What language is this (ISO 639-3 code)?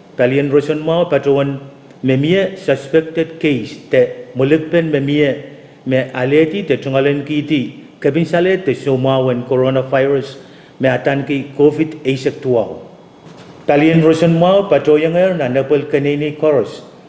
pon